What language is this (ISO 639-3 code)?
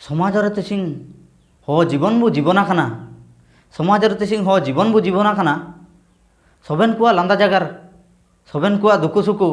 hoc